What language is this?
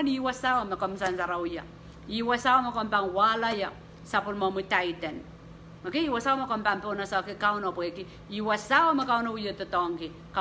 Pohnpeian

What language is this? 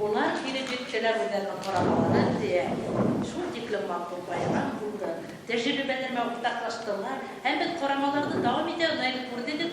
Bashkir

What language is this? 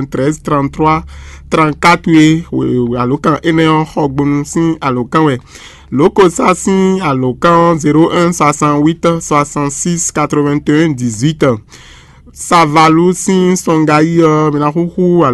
Fon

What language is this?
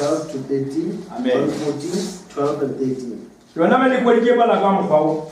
Northern Sotho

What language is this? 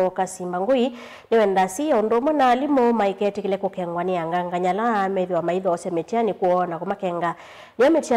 Kamba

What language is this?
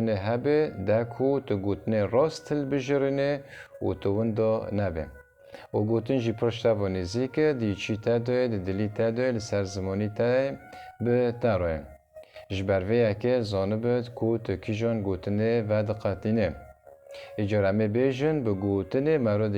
Kurdish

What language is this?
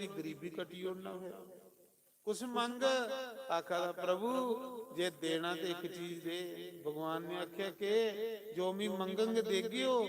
Dogri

